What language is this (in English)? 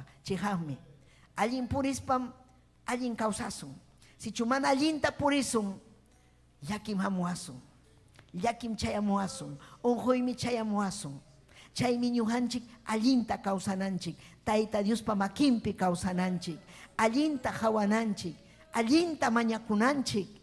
Ayacucho Quechua